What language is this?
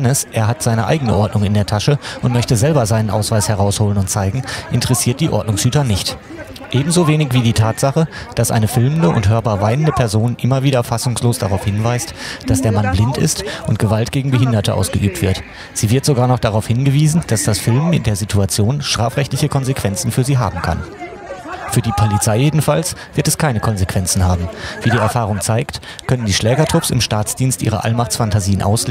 German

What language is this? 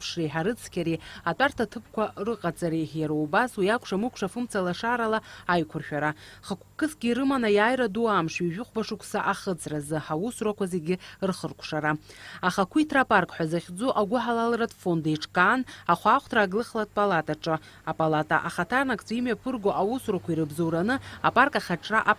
Abkhazian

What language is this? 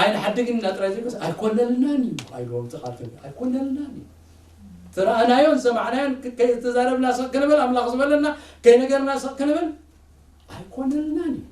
Tigrinya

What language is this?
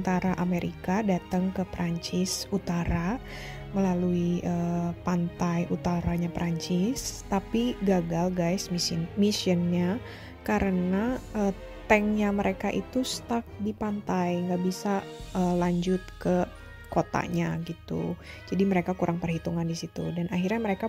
Indonesian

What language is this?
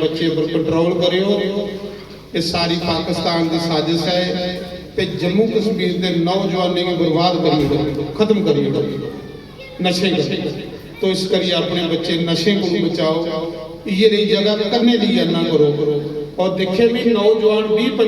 Dogri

